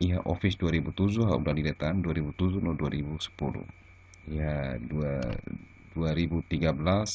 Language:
Tetum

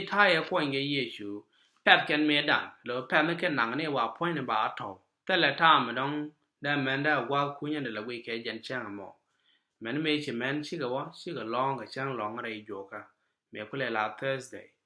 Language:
Nuer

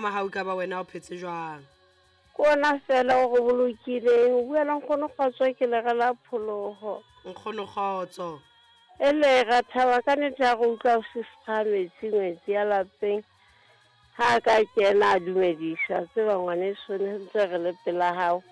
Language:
Southern Sotho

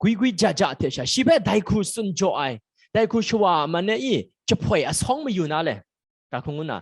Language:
Kachin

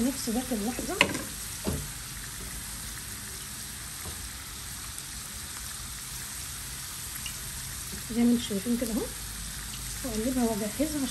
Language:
Egyptian Arabic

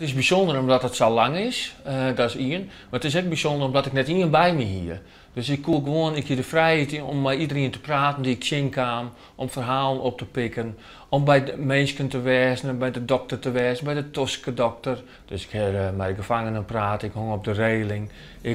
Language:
Western Frisian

